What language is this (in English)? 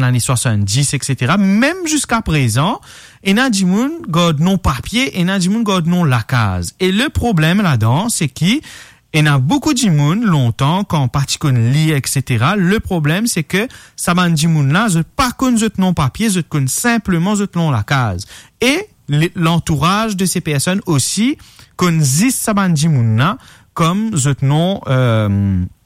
Morisyen